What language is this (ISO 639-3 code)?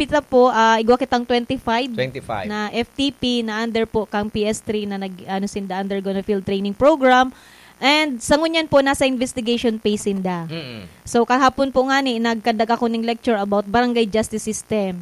bik